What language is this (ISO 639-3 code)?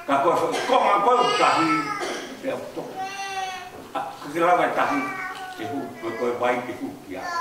ton